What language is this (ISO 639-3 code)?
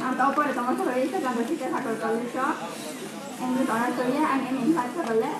ria